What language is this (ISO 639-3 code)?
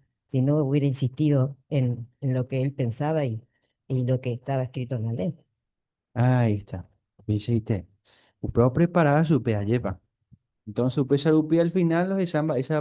grn